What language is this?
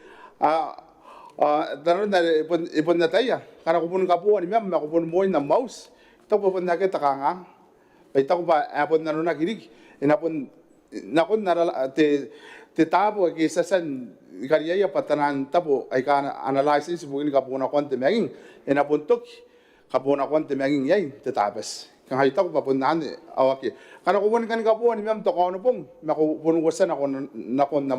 Gilbertese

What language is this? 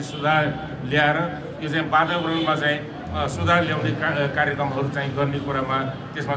Nepali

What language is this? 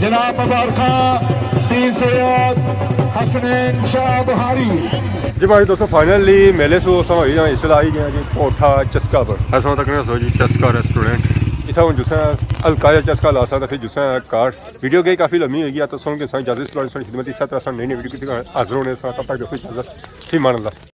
Pahari-Potwari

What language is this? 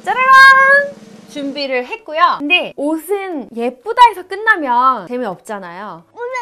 Korean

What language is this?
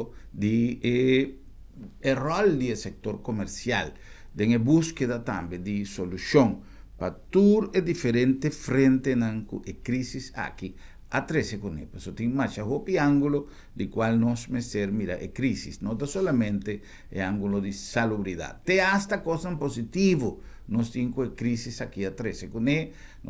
Papiamento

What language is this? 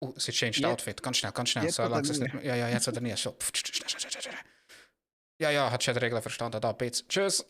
Swiss German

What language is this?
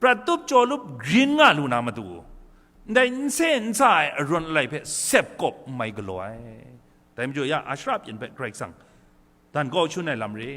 Kachin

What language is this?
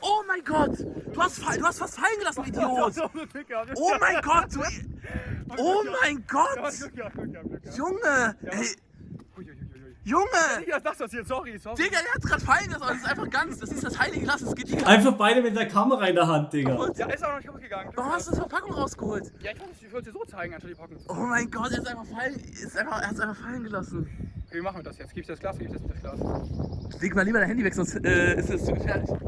Swiss German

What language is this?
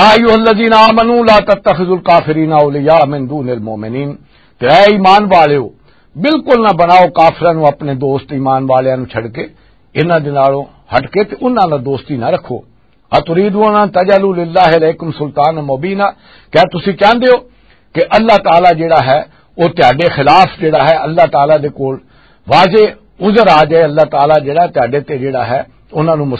Western Panjabi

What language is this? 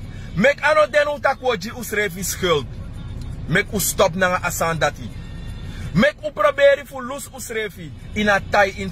Sranan Tongo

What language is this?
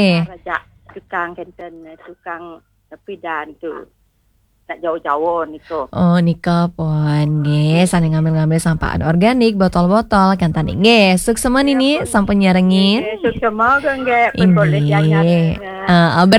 Balinese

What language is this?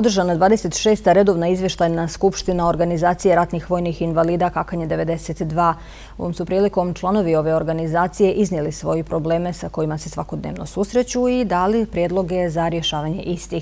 Bosnian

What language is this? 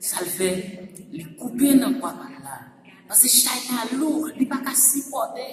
Haitian Creole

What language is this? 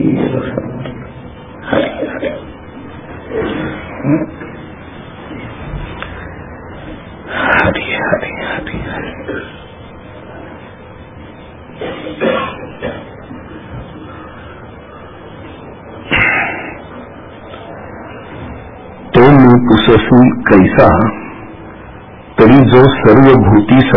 Marathi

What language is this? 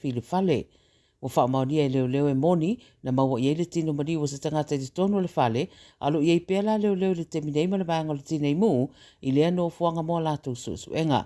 Samoan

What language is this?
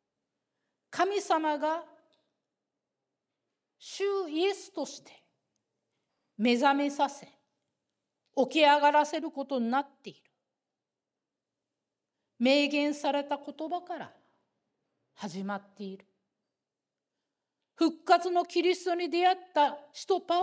Japanese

